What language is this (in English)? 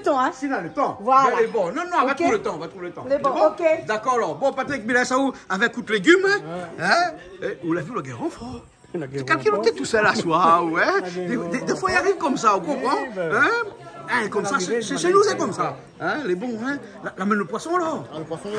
Réunion Creole French